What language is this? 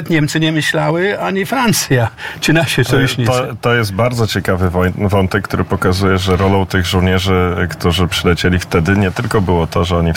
Polish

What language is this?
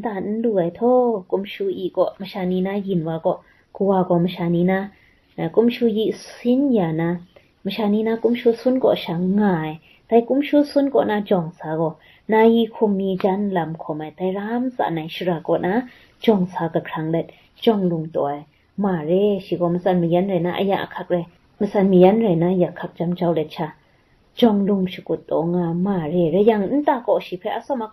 Kachin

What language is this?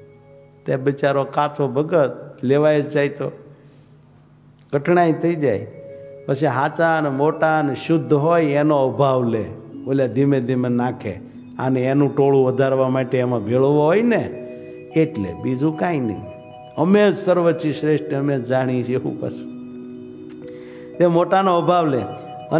Gujarati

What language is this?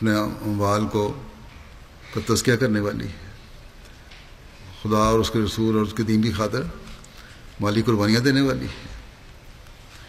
Urdu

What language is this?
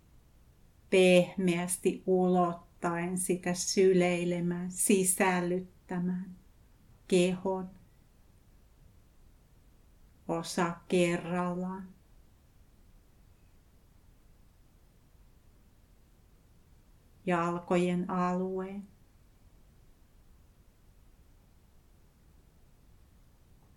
Finnish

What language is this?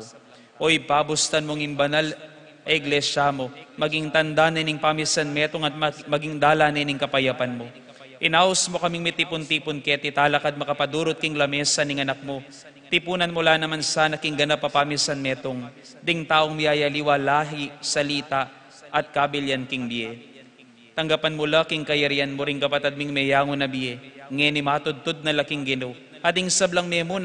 Pampanga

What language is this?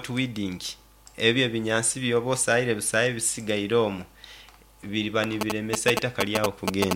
Nyoro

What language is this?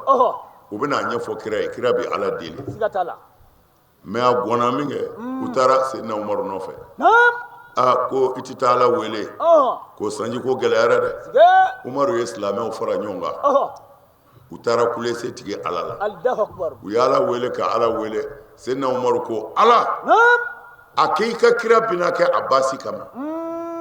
Bambara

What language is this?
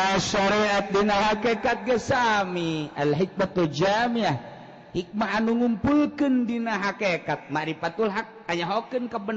Sundanese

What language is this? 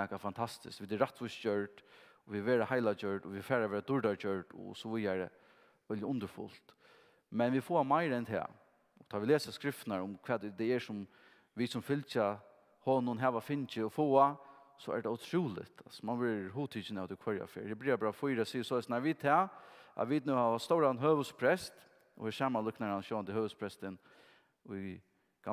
Faroese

